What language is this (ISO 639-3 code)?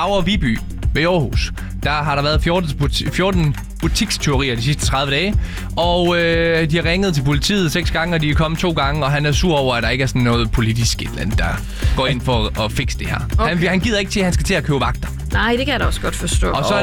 dan